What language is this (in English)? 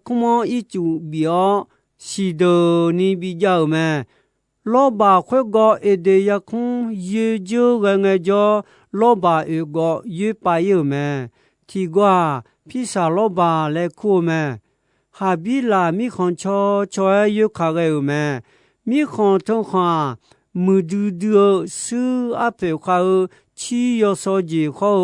Akha